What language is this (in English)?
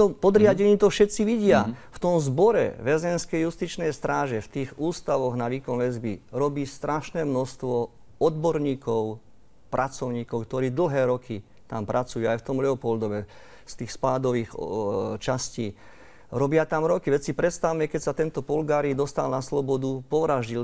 Slovak